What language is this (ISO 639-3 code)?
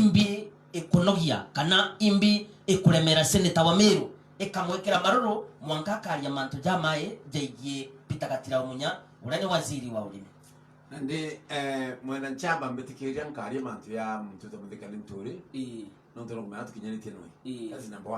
mer